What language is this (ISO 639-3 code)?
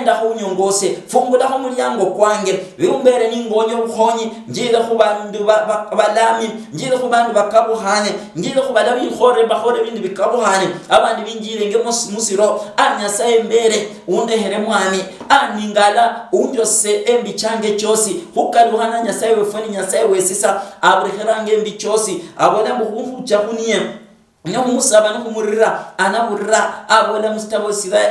luy